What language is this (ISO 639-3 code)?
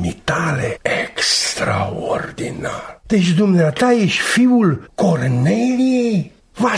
ron